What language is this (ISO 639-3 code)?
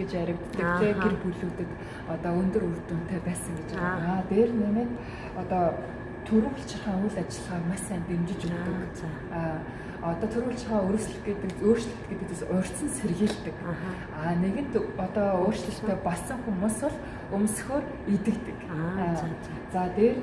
mon